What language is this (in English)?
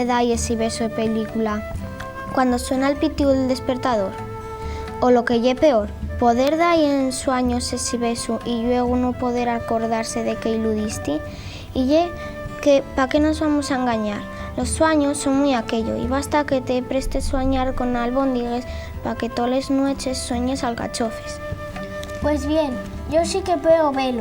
Asturian